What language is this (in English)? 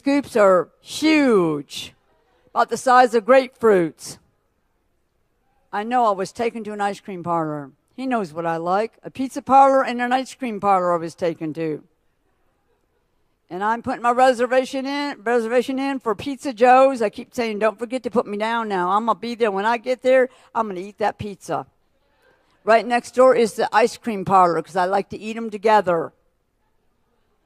English